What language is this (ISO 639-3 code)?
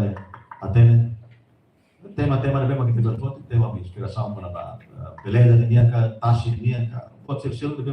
tet